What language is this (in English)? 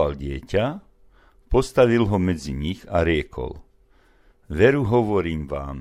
Slovak